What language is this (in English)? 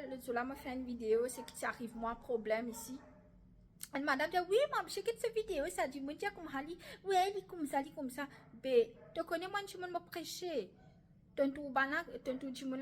Morisyen